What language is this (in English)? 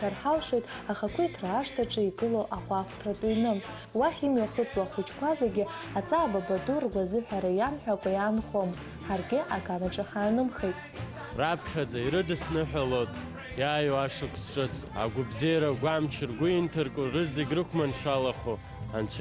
Abkhazian